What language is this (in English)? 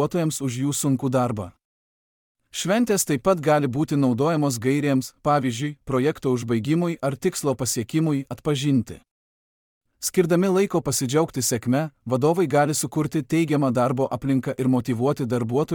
Lithuanian